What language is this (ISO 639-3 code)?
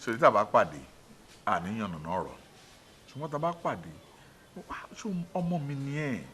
yor